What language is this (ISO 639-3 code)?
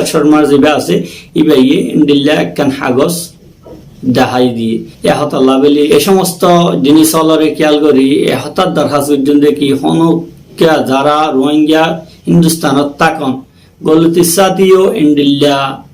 rhg